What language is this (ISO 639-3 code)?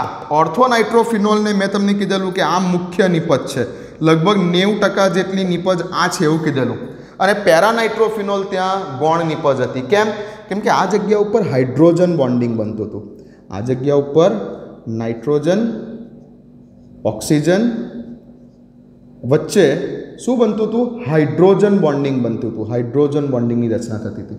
guj